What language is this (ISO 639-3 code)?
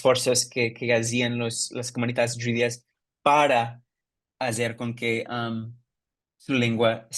lad